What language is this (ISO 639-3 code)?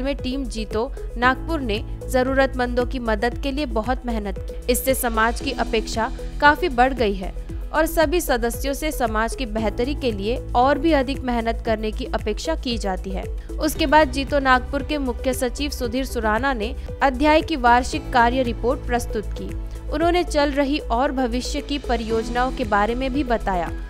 hin